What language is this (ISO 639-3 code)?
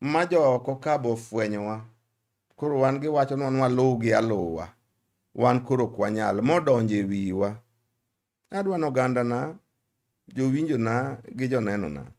luo